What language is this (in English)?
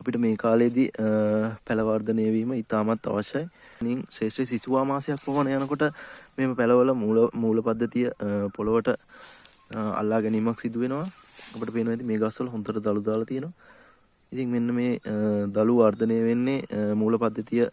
Sinhala